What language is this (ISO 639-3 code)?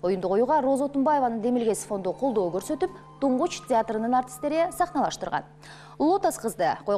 kir